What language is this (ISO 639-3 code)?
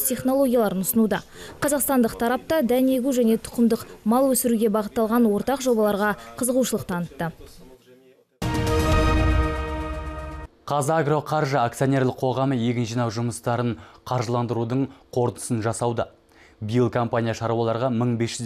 kaz